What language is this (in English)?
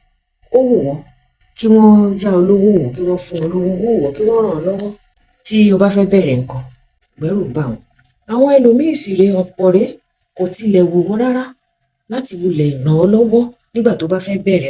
Yoruba